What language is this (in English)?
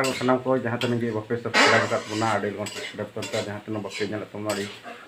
Santali